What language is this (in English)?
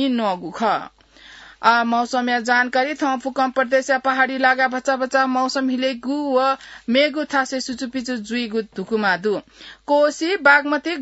Newari